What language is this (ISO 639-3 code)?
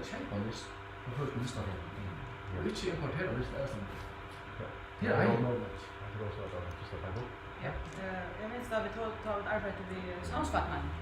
fao